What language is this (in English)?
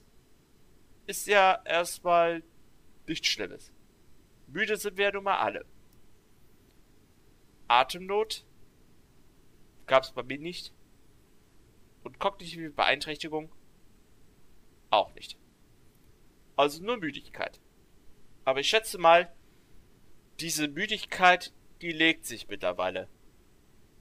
German